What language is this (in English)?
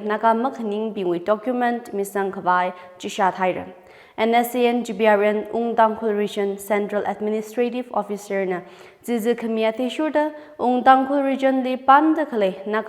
Tangkhul Naga (India)